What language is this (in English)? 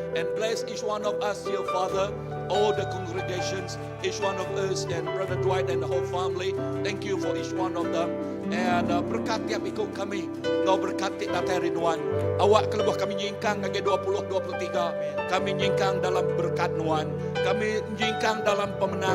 Iban